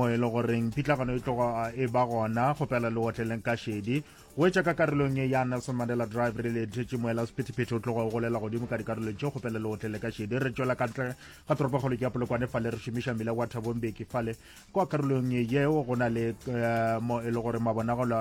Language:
Northern Sotho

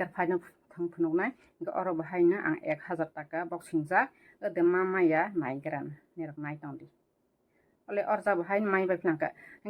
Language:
Kok Borok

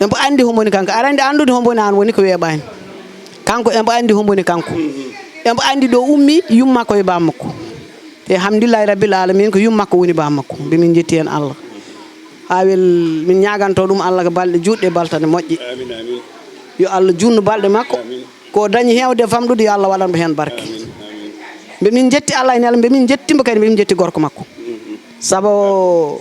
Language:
Fula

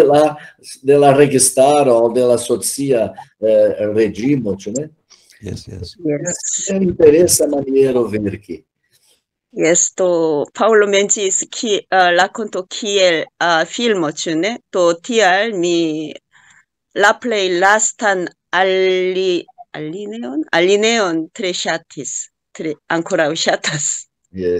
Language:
Esperanto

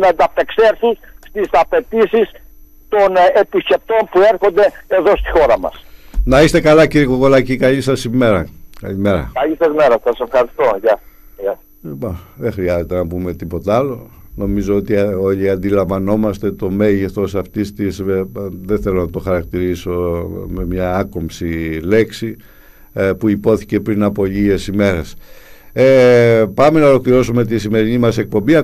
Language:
Greek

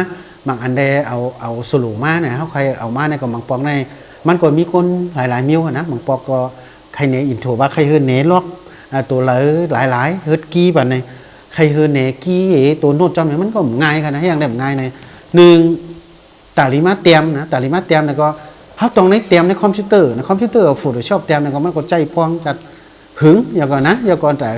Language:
Shan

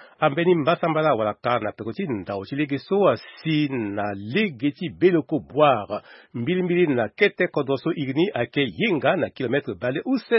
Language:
Sango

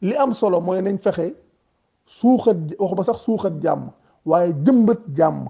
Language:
Wolof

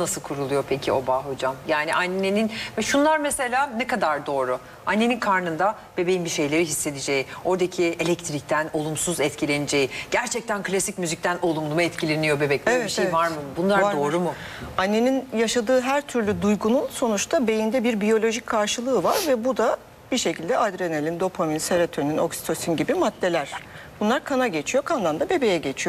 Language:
Turkish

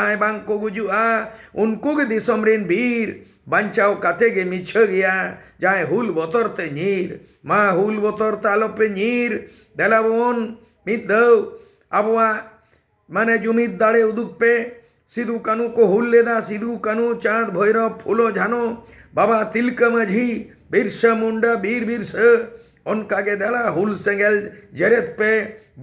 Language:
Santali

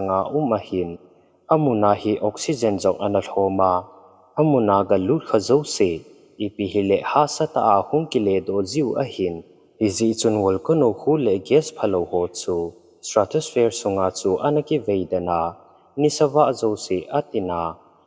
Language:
Thado Chin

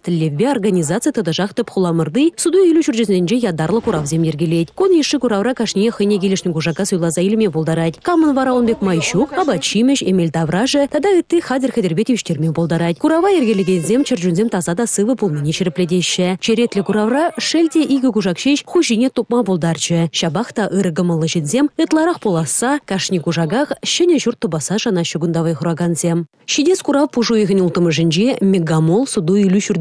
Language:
Chuvash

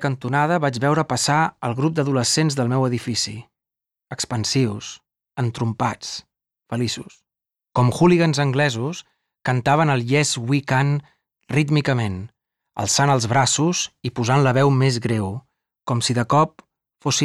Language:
Catalan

